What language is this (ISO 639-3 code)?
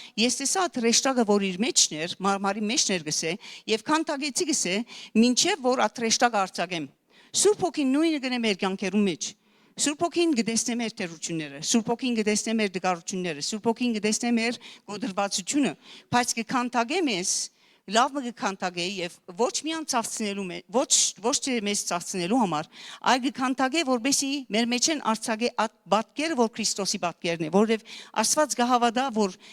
hyw